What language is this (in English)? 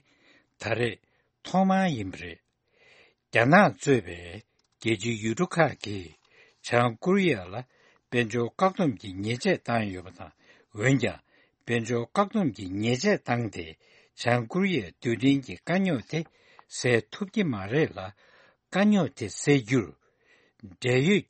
Tibetan